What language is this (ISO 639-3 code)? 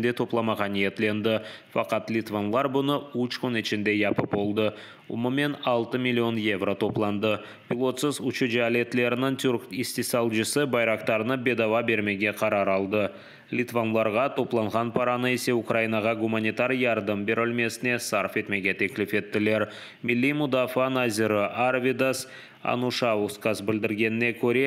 crh